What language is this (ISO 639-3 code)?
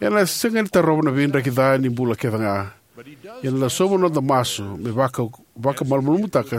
fij